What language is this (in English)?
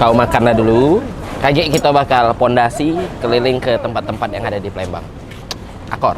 Musi